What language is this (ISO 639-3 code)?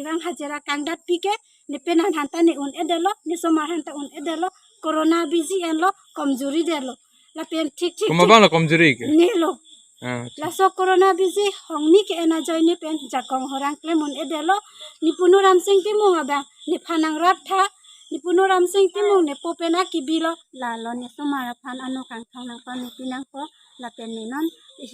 mjw